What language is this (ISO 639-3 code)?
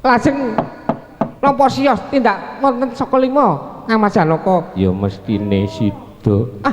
jav